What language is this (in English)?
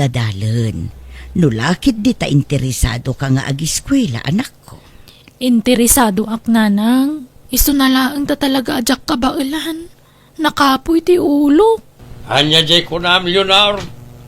Iloko